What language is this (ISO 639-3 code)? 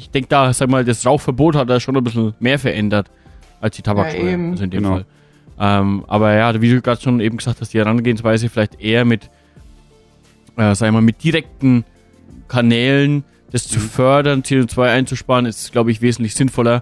deu